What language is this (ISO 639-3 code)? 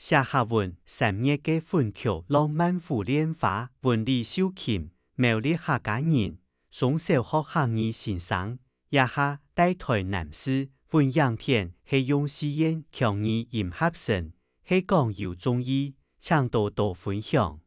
hak